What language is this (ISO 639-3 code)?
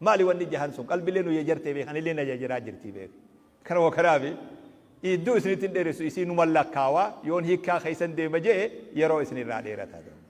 orm